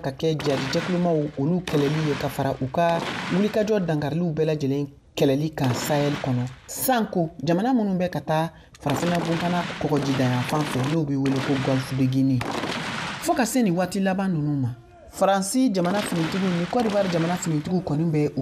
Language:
Bambara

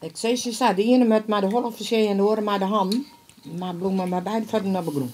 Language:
Western Frisian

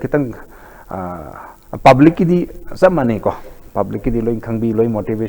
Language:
Manipuri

